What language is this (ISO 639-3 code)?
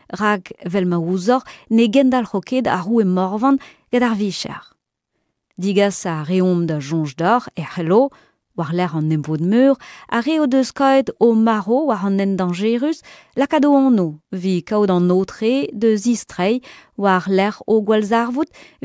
bre